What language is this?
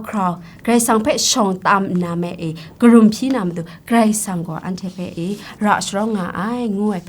Kachin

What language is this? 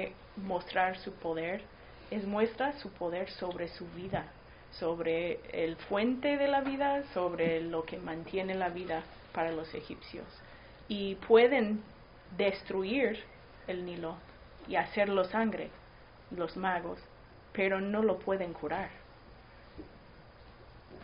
Spanish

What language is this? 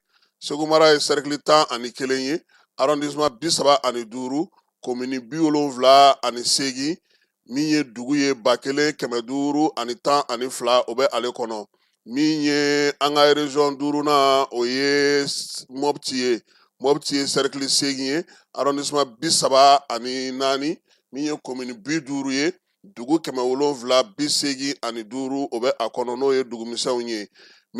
Bambara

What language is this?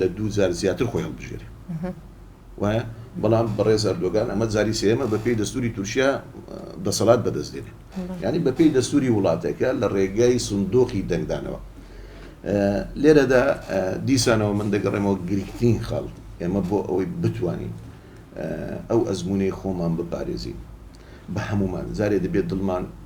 Central Kurdish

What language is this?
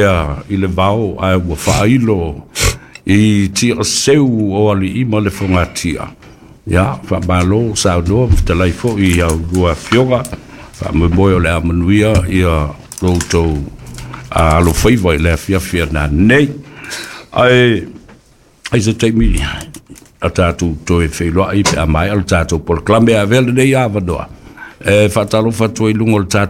Samoan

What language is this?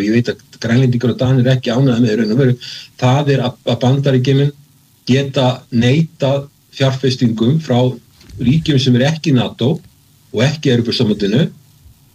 Icelandic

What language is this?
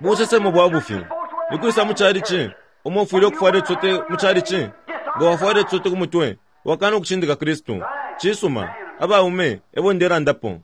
Bemba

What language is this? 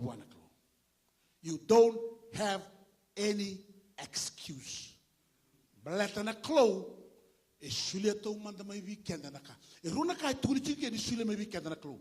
Fijian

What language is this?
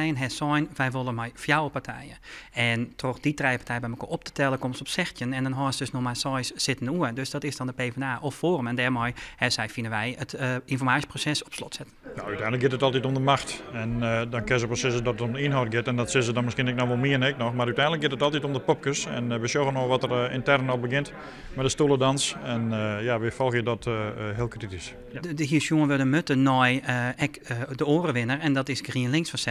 Western Frisian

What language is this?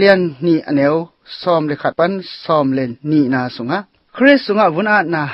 Tedim Chin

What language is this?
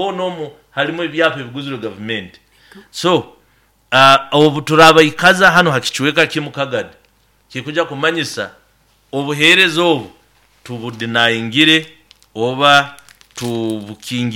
Nyoro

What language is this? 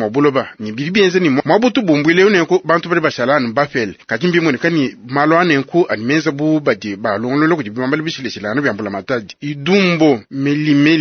Luba-Lulua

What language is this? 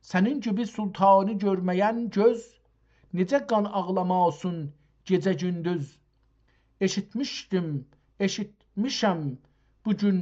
South Azerbaijani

